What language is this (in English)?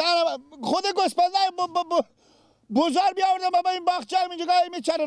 Persian